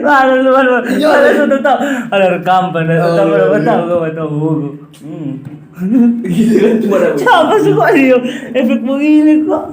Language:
Manado Malay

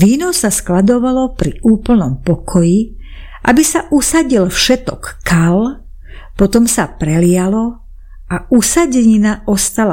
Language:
Slovak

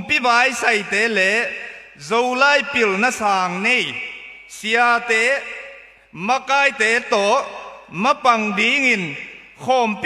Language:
Tedim Chin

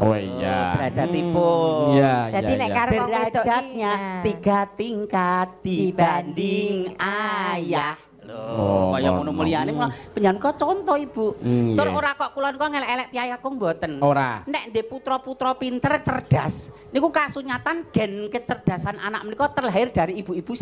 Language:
Javanese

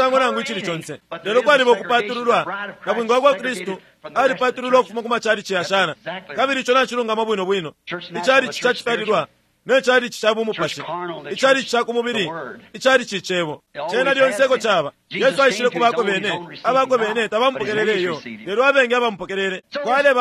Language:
Bemba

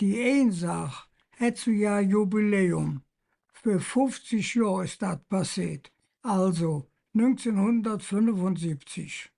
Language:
Colognian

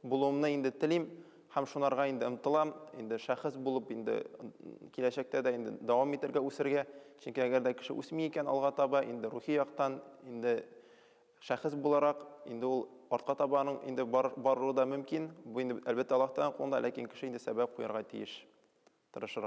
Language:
Tatar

